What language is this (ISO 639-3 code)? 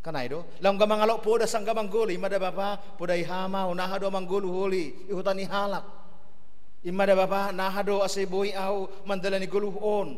bts